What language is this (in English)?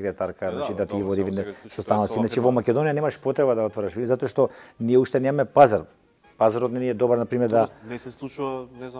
Macedonian